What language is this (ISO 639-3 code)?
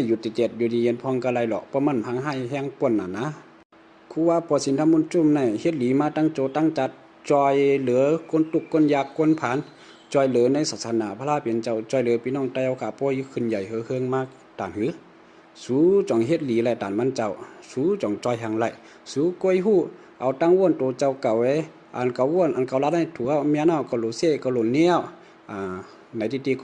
shn